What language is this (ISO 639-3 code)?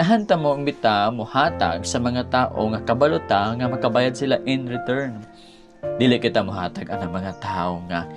ceb